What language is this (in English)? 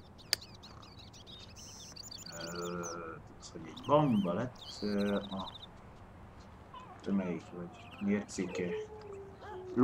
Hungarian